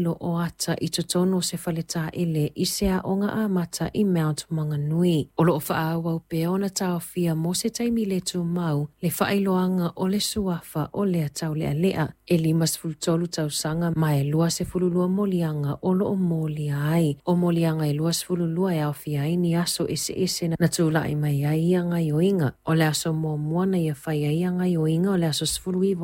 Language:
Samoan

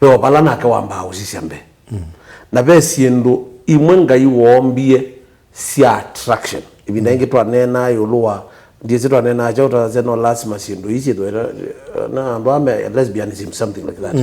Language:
Kamba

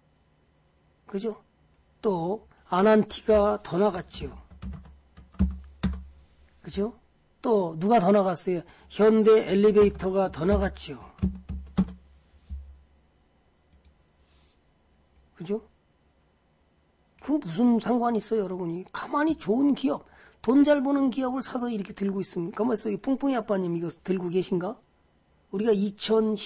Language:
Korean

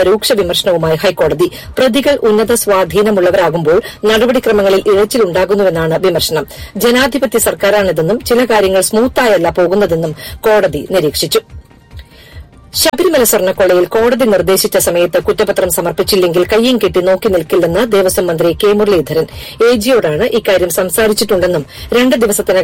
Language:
Malayalam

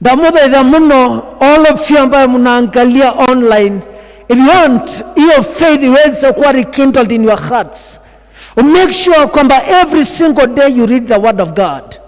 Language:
Kikuyu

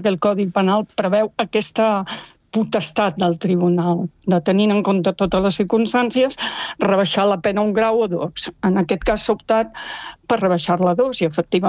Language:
Catalan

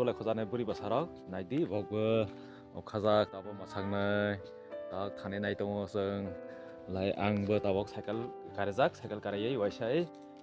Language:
Kok Borok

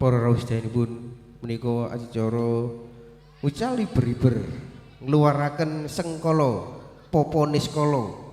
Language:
Javanese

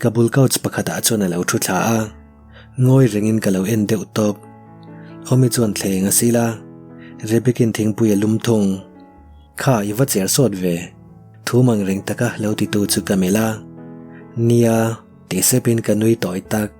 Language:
Mizo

